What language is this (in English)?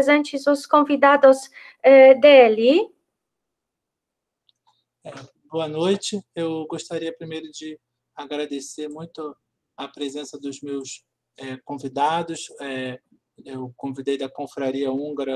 Portuguese